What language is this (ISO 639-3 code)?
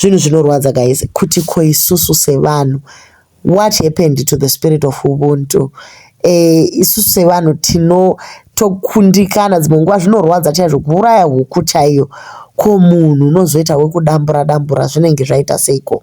sna